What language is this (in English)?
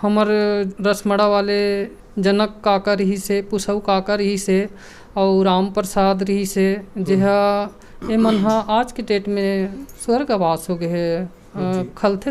Chhattisgarhi